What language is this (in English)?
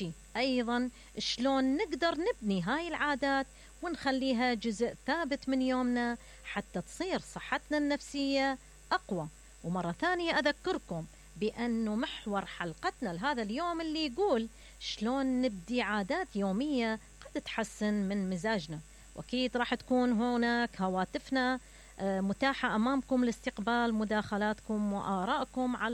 Mesopotamian Arabic